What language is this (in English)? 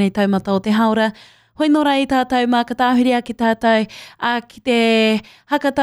Māori